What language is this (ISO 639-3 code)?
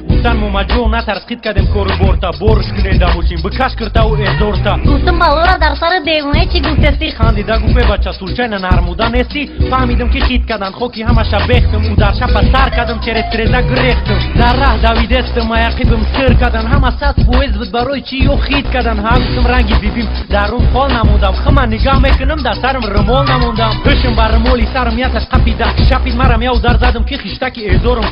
tgk